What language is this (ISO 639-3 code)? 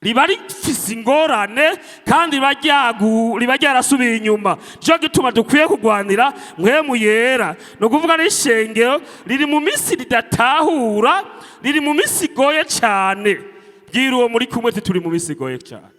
run